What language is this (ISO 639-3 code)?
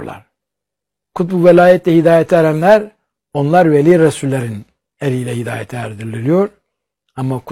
tur